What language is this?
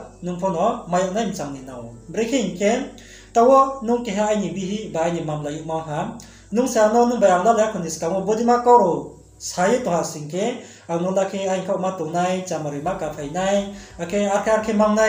Riang (India)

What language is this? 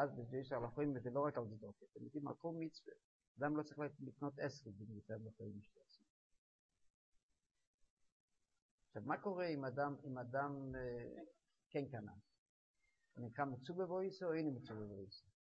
Hebrew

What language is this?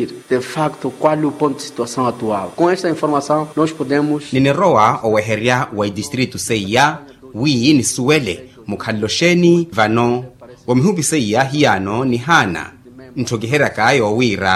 Makhuwa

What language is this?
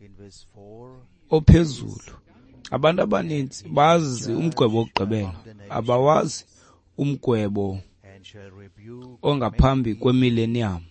Xhosa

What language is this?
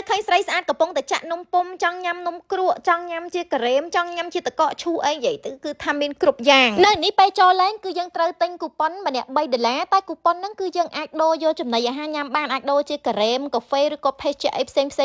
Khmer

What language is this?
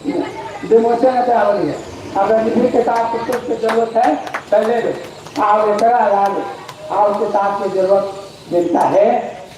Magahi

